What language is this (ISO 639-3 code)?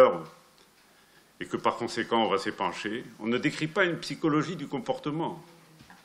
fra